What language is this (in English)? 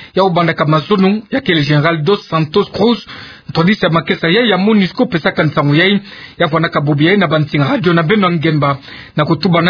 Kituba (Democratic Republic of Congo)